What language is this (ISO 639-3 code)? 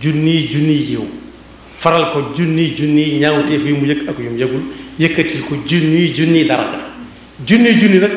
wol